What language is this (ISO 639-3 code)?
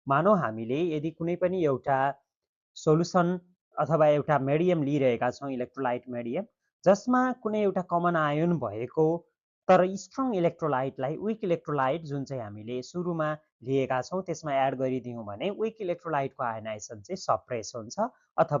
nep